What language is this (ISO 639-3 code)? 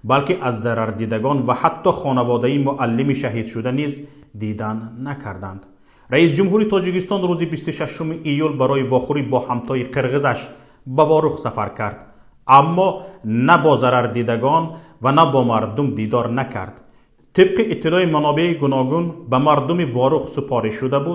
tgk